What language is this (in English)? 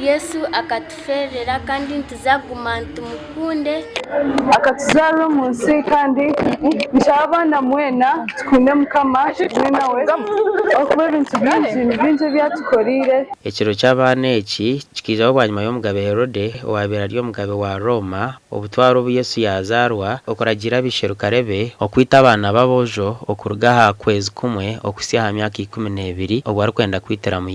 Nyankole